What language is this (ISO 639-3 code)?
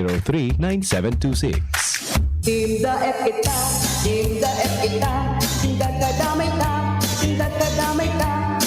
bik